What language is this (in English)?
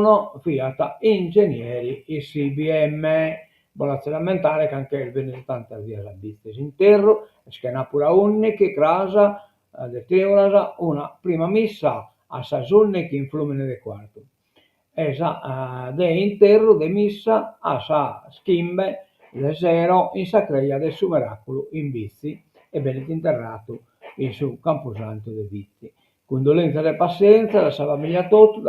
Sardinian